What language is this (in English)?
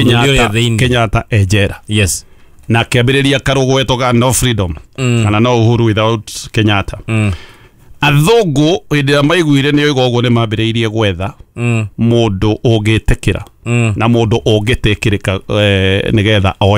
Kikuyu